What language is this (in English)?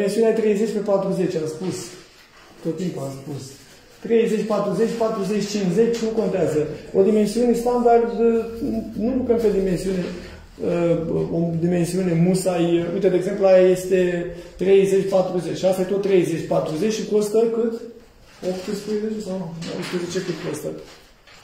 Romanian